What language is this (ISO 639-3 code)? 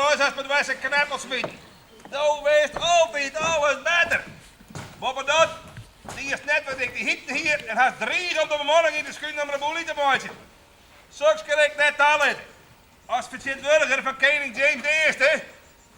fry